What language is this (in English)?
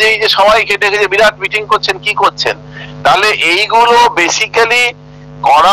Bangla